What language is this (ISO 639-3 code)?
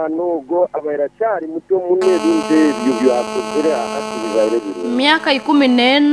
nyo